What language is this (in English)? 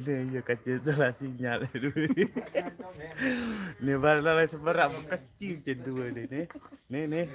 Sasak